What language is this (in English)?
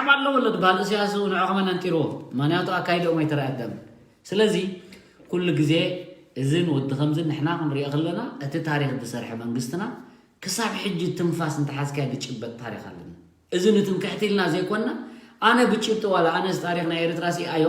Tigrinya